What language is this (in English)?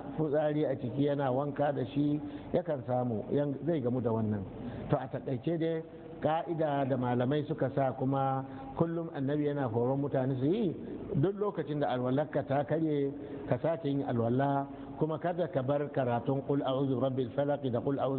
Hausa